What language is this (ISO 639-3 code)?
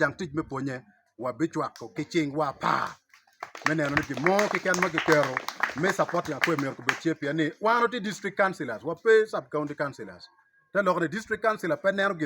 ach